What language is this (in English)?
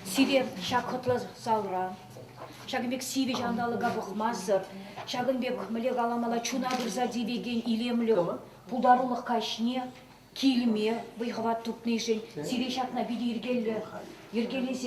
Chuvash